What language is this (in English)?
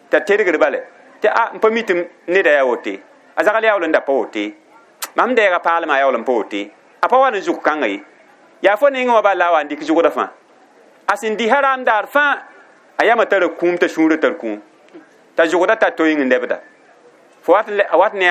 Mossi